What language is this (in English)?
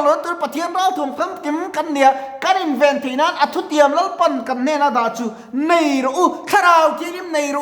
Mizo